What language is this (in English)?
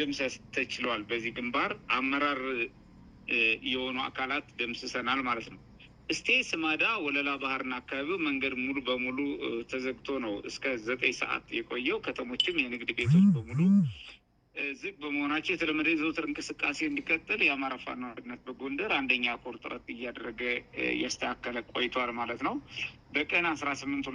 Amharic